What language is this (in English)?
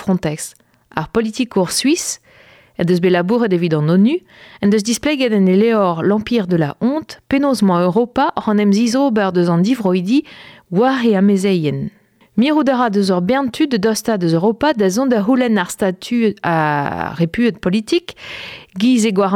Breton